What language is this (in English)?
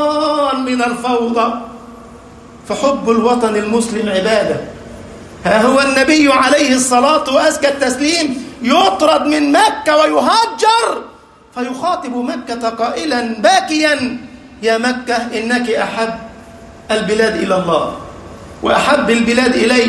Arabic